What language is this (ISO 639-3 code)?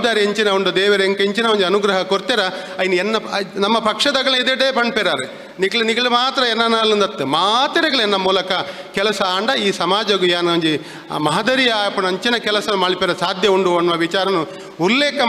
tcy